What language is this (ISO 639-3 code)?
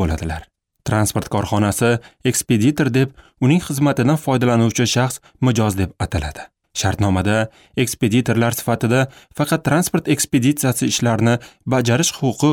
uzb